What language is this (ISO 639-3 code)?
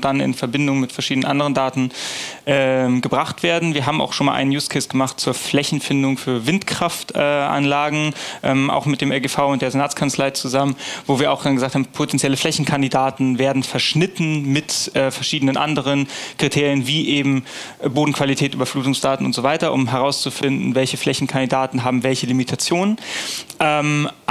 deu